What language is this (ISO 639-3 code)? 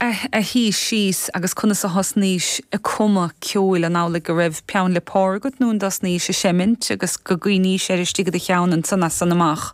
gle